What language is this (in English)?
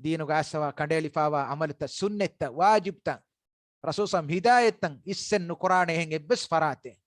Divehi